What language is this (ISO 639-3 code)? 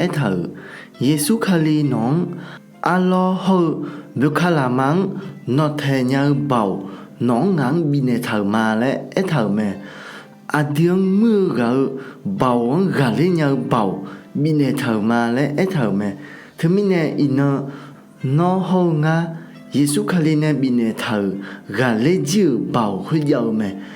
ahk